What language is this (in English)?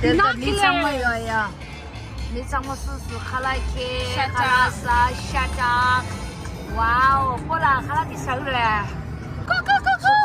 Tibetan